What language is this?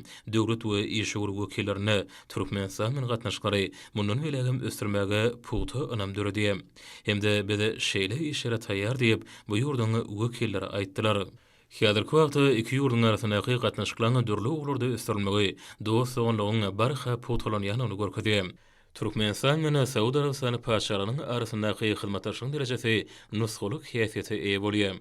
Turkmen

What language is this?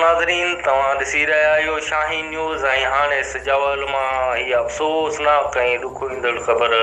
Sindhi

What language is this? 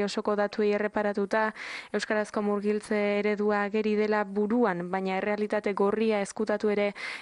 Basque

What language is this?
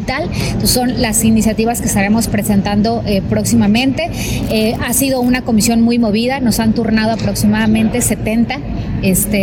Spanish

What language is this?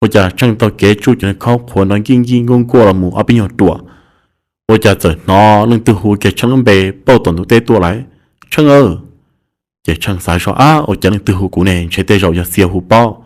Hmong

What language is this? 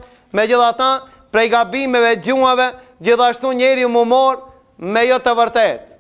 Albanian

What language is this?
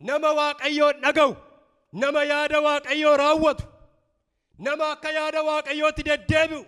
Oromo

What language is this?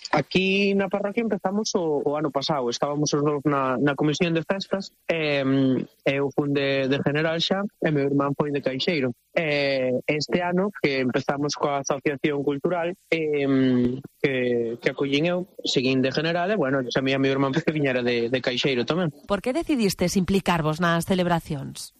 Galician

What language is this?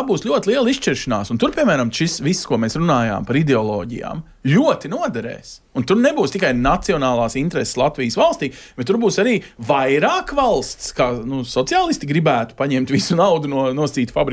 Latvian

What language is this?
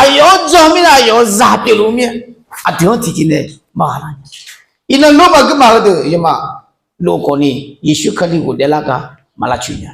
Akha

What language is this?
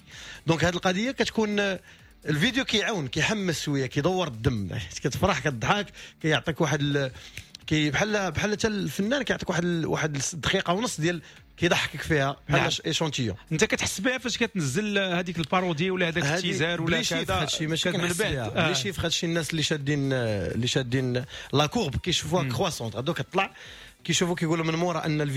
Moroccan Arabic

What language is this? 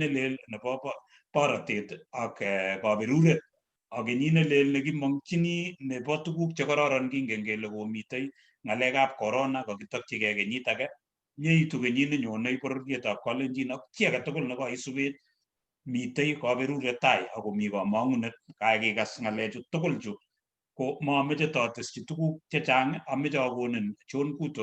Kalenjin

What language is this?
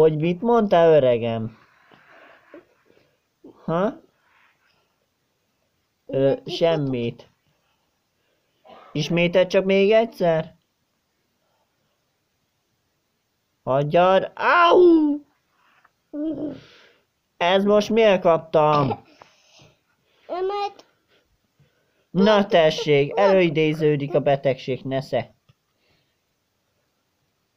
Hungarian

